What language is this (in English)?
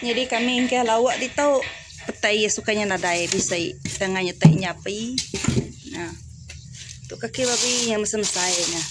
Iban